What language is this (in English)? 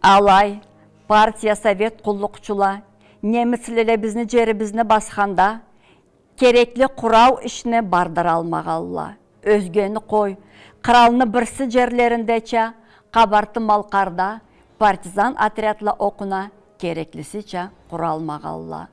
Karachay-Balkar